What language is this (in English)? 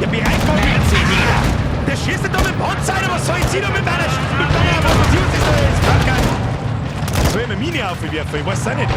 Bavarian